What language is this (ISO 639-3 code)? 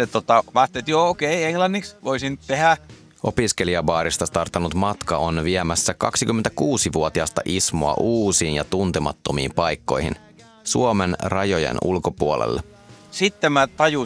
fin